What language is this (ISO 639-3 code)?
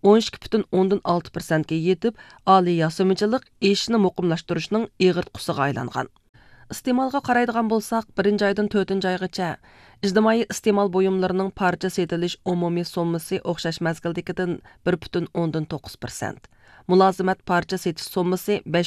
uig